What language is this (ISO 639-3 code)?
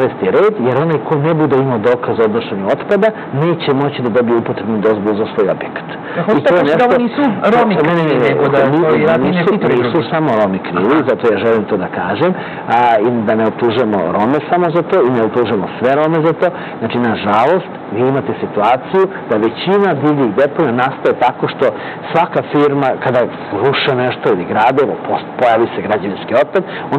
srp